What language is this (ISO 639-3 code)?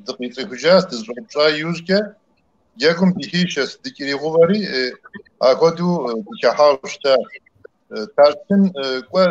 kbd